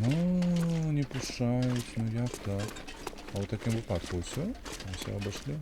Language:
Belarusian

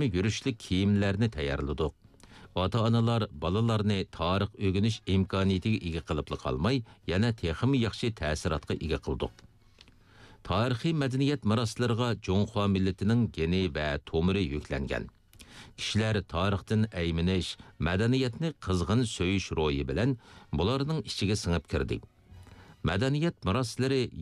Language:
Uyghur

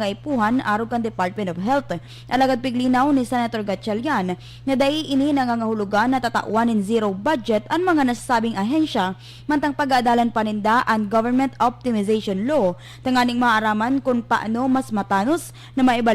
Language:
Bikol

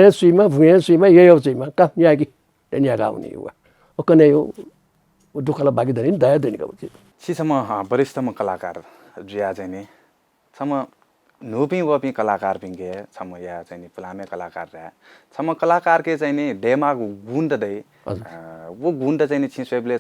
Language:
Newari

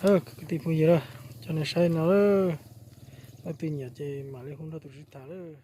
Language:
Hmong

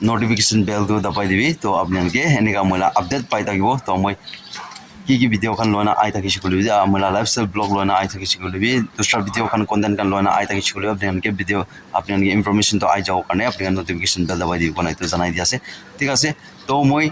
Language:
Naga Pidgin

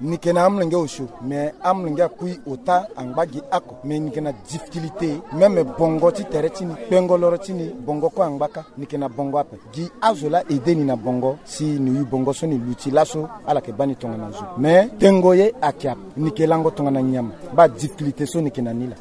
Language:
Sango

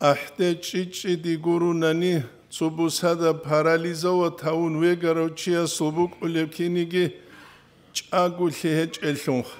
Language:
Avaric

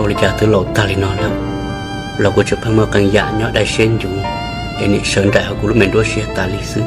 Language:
Hmong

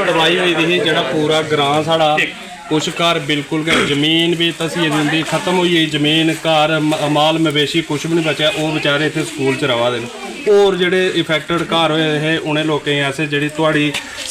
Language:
Dogri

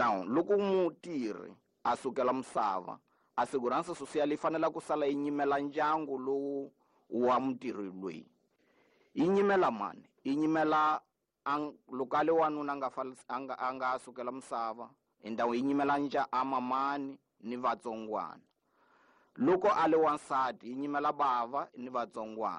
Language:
Tsonga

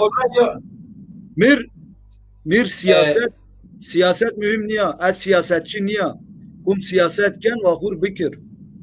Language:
Zaza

